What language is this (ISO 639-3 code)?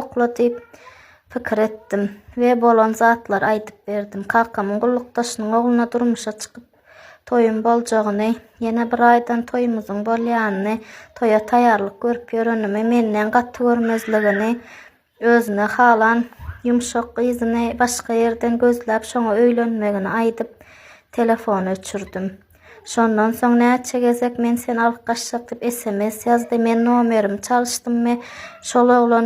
tuk